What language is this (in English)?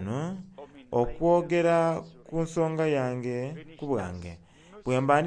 Soga